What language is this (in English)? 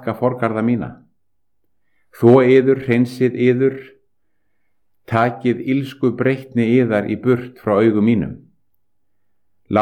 Icelandic